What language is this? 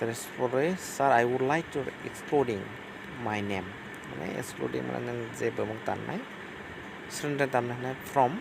Kok Borok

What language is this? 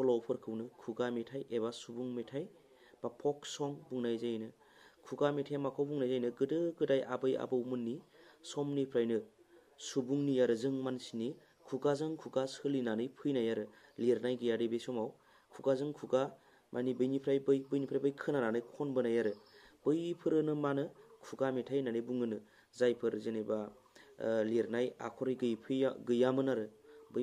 Bodo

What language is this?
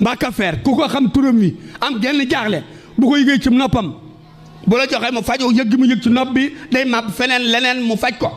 Wolof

